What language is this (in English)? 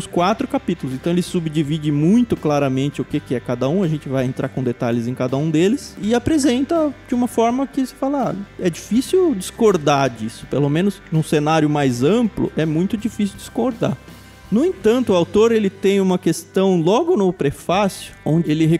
Portuguese